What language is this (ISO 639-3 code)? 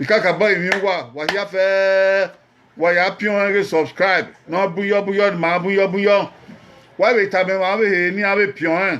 bin